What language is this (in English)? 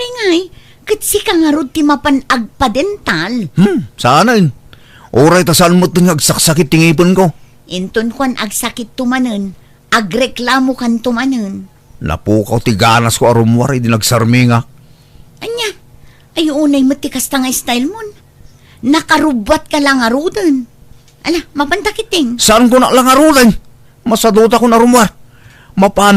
Iloko